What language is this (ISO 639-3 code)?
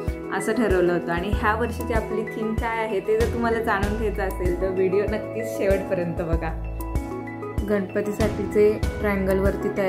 mar